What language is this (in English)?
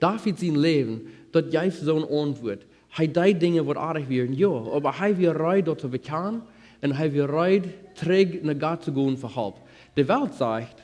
Plautdietsch